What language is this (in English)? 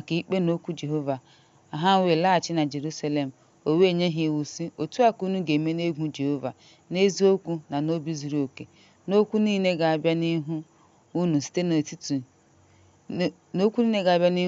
Igbo